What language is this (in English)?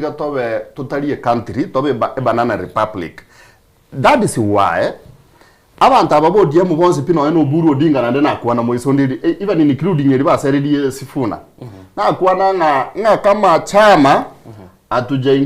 Gusii